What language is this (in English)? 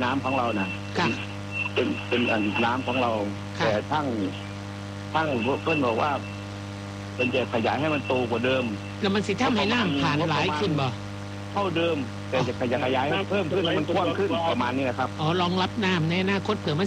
Thai